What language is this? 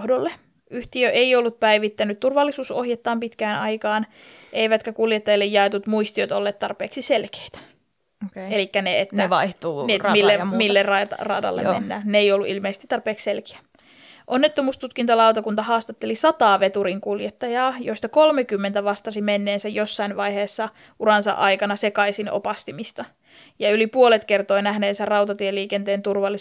Finnish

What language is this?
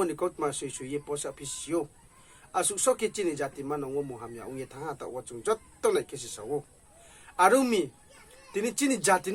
Riang (India)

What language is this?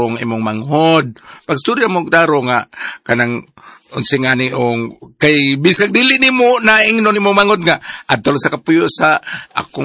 Cebuano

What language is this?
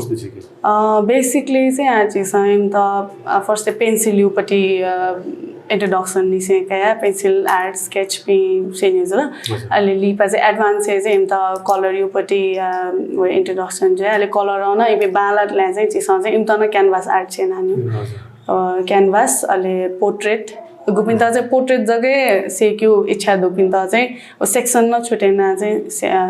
Newari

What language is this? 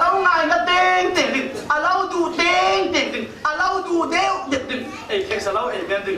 Falam Chin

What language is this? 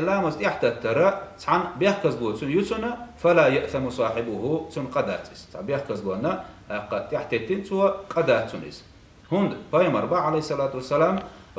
Chechen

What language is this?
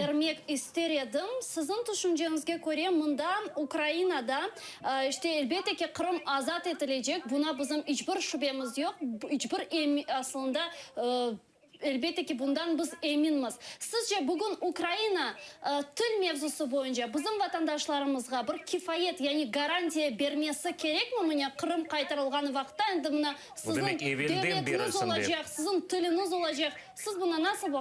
Crimean Tatar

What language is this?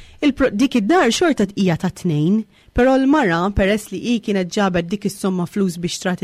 Maltese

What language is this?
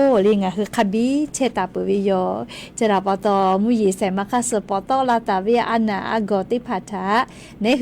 Lahu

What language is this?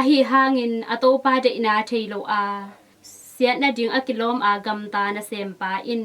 Tedim Chin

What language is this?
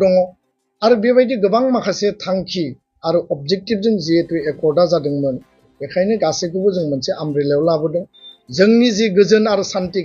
Bodo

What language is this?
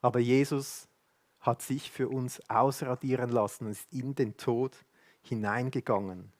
Swiss German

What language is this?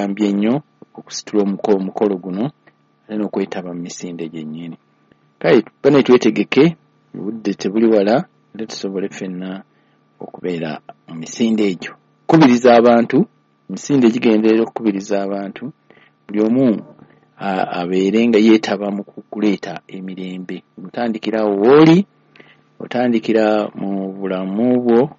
Ganda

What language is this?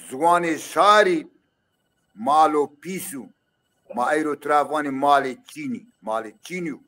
Zaza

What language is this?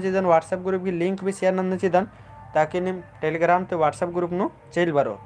Kurukh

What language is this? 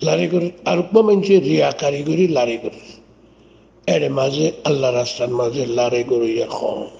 Rohingya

